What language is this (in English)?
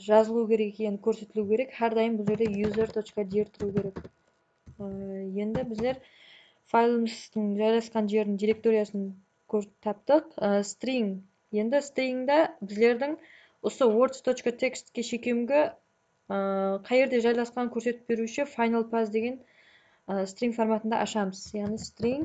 Kara-Kalpak